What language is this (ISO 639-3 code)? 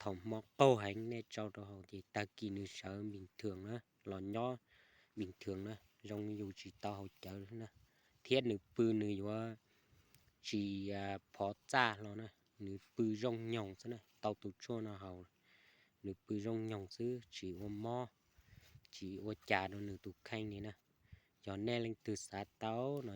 hmn